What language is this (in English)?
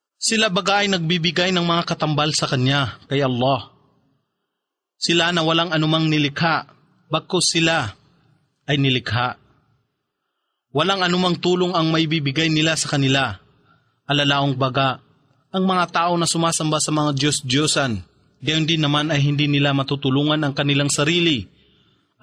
Filipino